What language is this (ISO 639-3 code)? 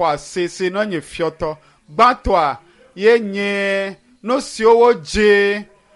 ewe